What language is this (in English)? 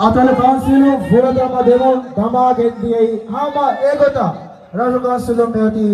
Divehi